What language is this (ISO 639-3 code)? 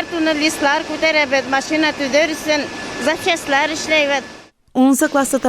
bak